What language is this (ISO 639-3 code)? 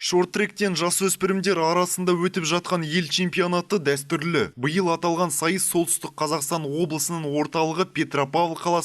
kaz